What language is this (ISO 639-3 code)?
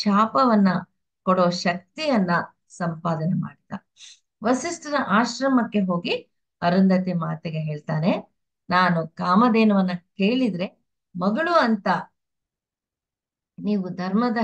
kan